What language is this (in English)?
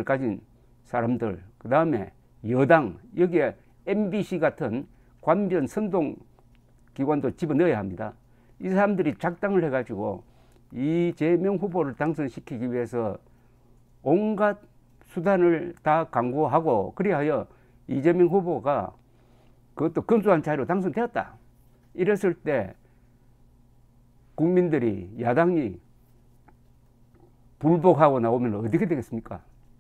Korean